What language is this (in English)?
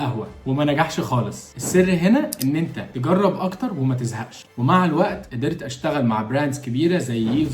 Egyptian Arabic